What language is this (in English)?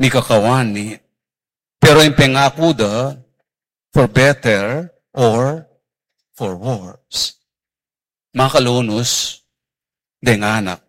Pampanga